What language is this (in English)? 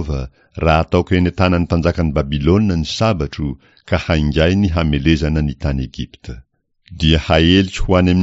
Malagasy